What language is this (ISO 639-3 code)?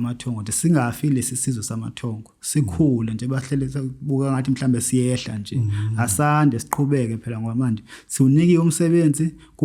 zul